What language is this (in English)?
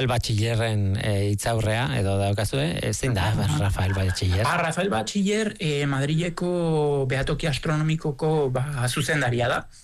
Basque